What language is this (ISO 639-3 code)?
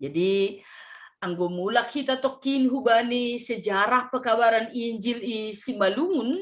bts